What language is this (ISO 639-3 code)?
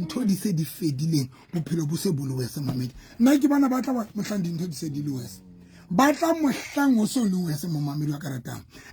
sot